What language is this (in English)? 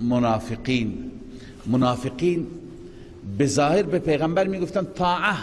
Persian